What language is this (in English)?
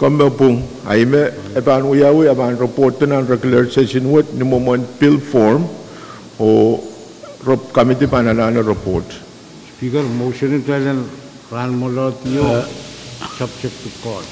Pohnpeian